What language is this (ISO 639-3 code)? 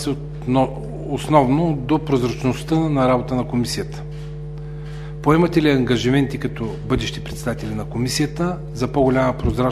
bul